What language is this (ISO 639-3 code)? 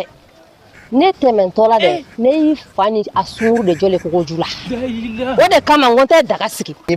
bam